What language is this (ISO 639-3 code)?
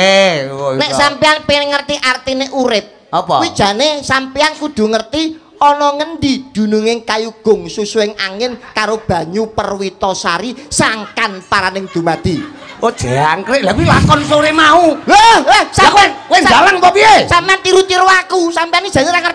jav